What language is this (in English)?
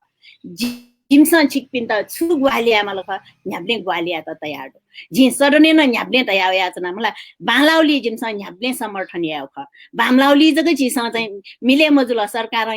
Newari